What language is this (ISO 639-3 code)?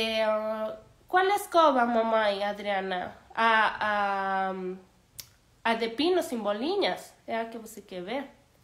por